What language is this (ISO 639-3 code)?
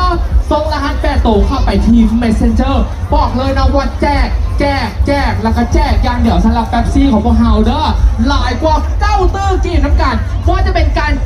lao